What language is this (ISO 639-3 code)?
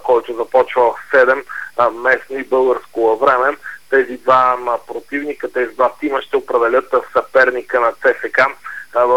bul